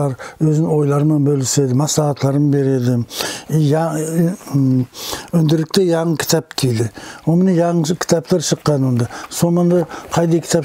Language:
Nogai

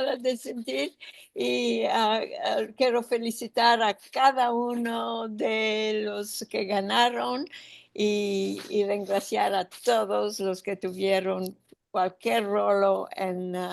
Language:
Ladino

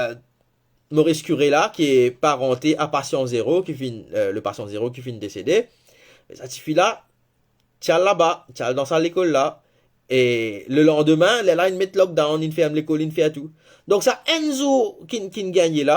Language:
Morisyen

